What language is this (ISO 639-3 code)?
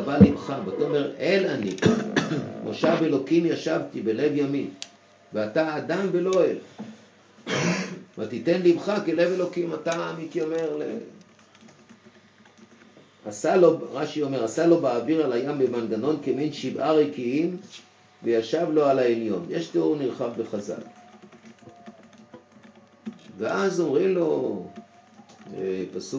heb